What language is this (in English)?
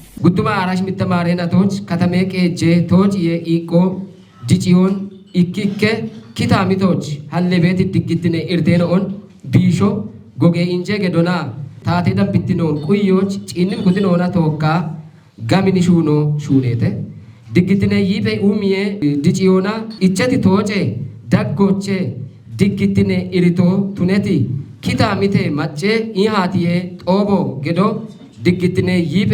Kafa